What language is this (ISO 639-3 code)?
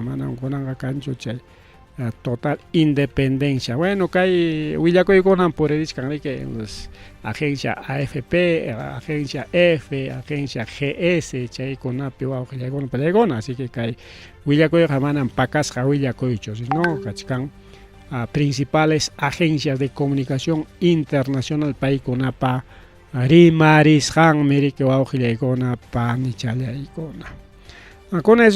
quy